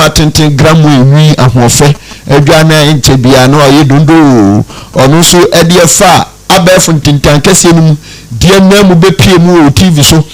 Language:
Akan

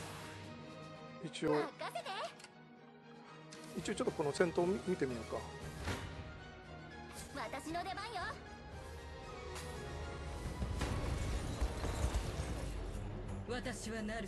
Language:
Japanese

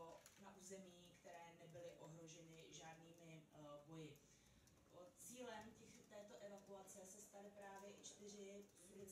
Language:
Czech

